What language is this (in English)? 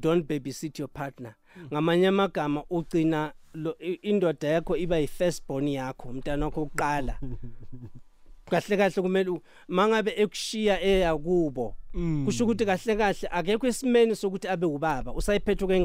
South Ndebele